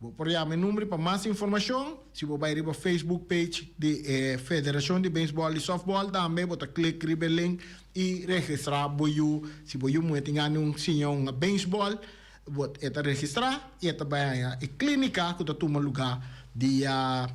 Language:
Papiamento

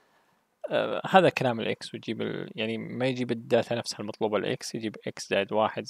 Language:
Arabic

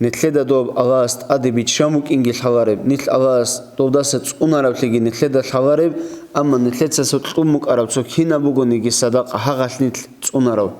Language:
Avaric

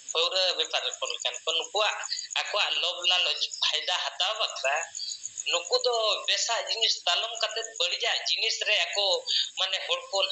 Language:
Santali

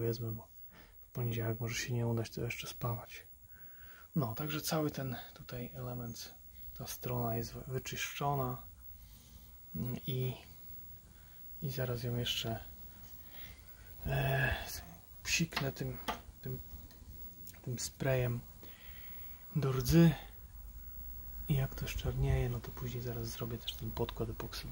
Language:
Polish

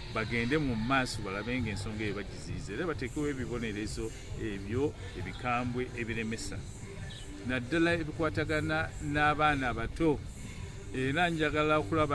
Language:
Ganda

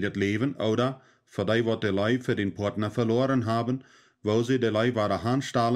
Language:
Plautdietsch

